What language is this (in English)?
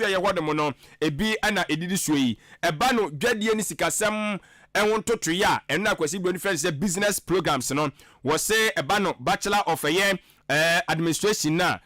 Akan